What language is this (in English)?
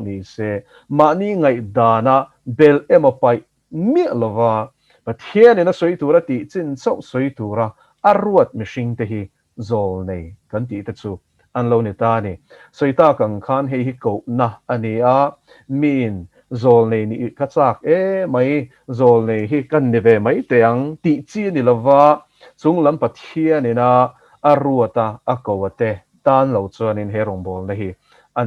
Mizo